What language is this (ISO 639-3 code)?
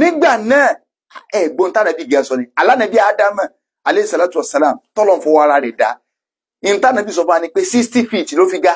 yor